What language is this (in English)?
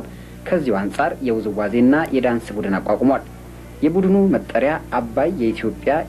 Amharic